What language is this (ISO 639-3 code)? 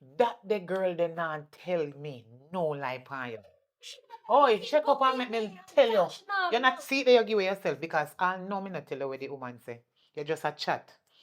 jam